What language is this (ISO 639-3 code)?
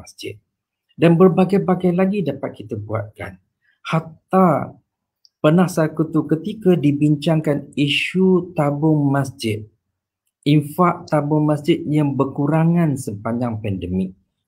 msa